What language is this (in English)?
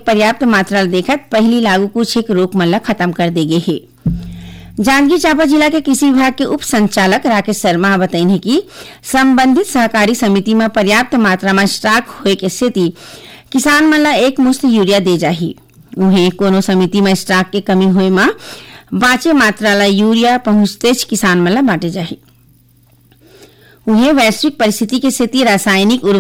Chhattisgarhi